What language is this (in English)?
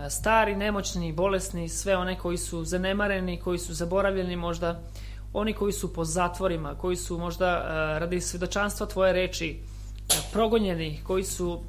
Serbian